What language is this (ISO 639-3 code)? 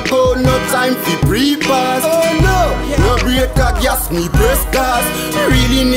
jam